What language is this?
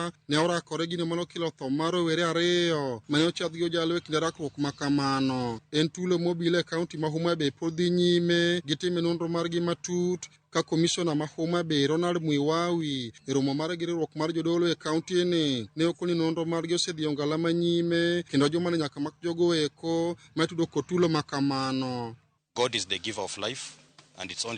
Luo (Kenya and Tanzania)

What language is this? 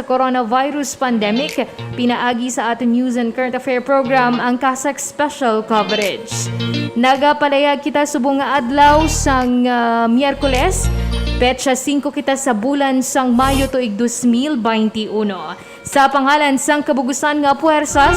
Hiligaynon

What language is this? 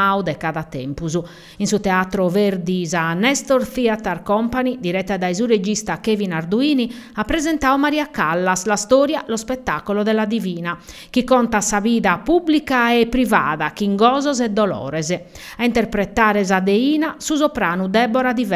Sardinian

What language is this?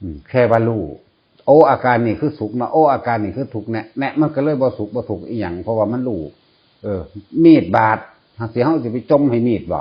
Northeastern Thai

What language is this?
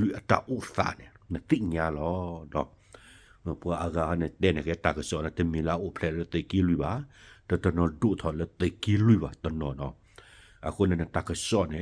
S'gaw Karen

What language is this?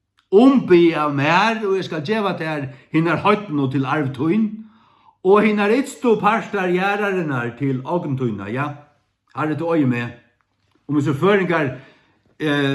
Faroese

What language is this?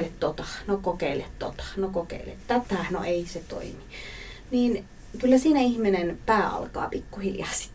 Finnish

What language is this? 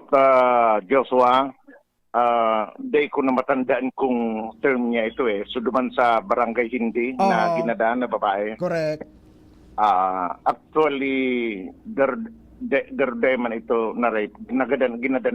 Bikol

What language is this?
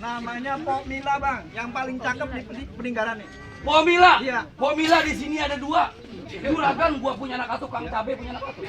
Betawi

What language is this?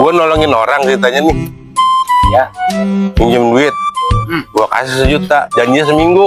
Betawi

